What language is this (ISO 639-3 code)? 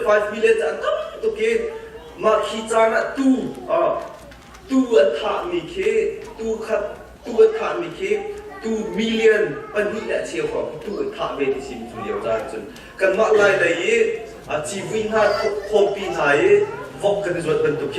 cnh